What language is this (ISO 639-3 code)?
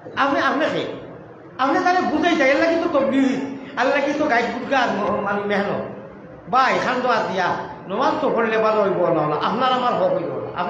syl